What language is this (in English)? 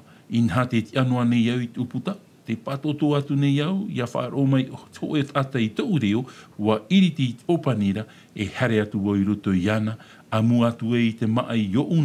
Tahitian